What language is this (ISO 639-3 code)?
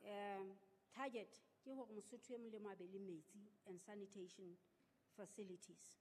sot